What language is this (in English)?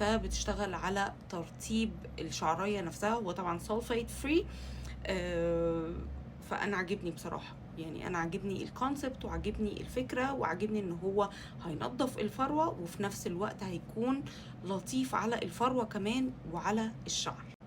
Egyptian Arabic